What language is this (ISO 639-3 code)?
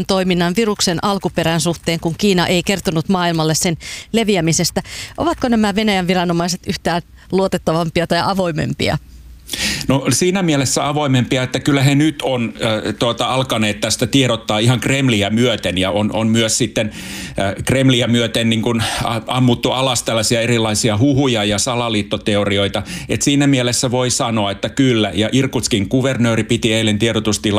fin